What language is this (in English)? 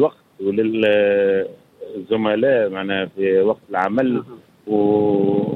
Tunisian Arabic